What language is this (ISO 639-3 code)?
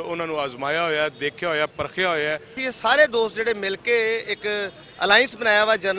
lah